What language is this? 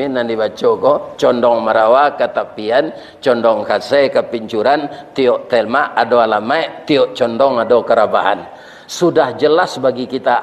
Minangkabau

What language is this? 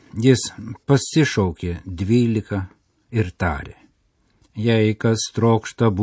Lithuanian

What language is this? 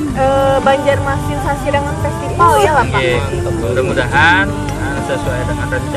Banjar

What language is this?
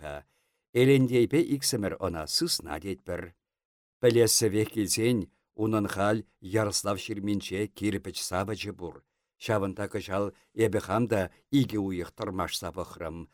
Chuvash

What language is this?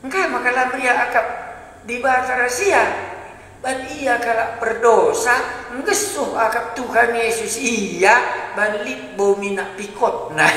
Batak Karo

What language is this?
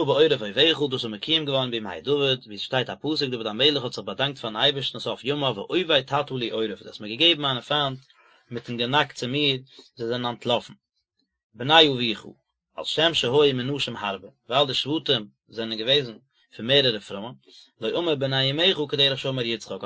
Yiddish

